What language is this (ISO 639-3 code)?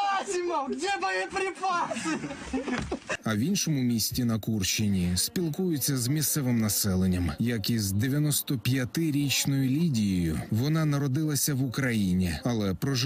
ukr